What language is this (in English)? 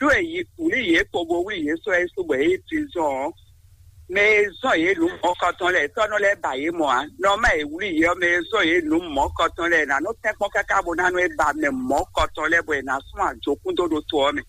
Fon